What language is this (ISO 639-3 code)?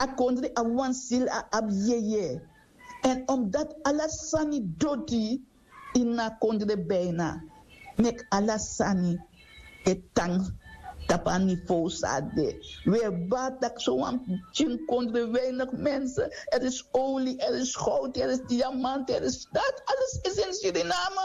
srn